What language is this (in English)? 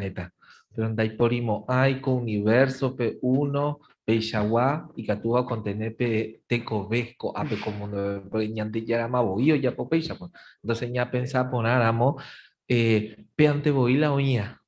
Guarani